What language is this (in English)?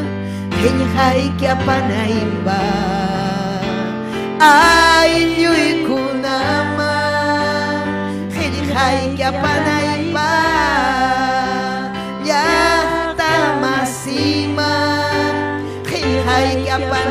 Ayacucho Quechua